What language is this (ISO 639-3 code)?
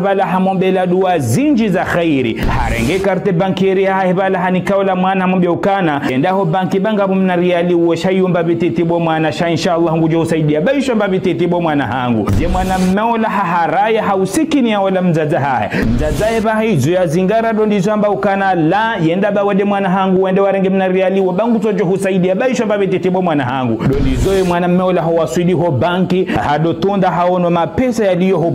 zdj